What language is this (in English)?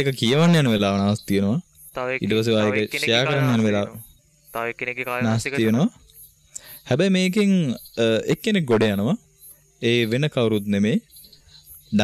Sinhala